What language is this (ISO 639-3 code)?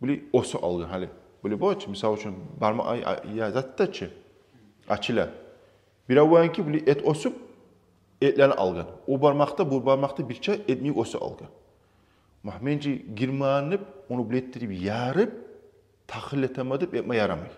kum